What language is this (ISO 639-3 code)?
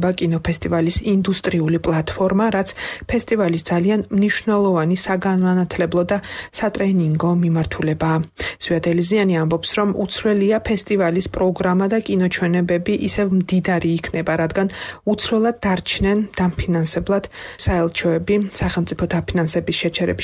kat